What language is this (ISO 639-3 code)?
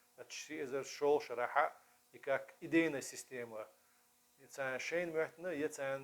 che